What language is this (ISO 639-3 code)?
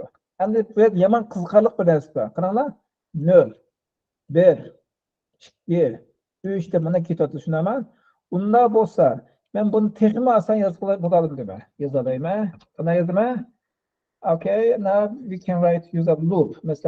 uig